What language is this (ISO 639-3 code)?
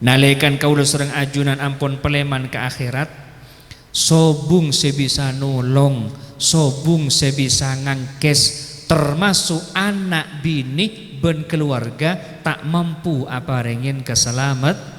mad